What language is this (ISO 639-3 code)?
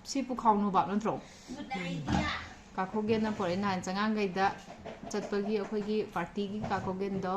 mni